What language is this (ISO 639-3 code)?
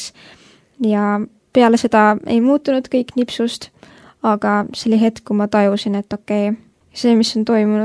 est